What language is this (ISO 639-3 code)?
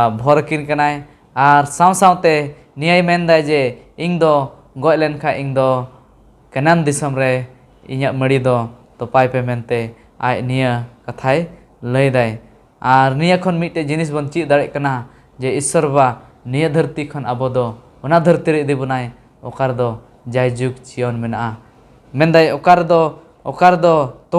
sat